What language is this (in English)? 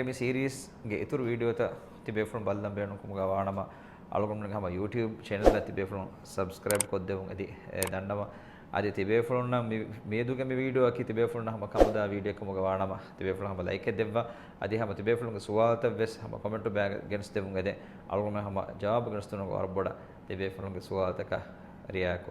Divehi